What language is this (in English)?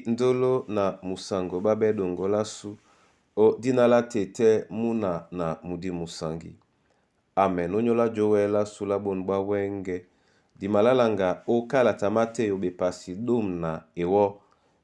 Duala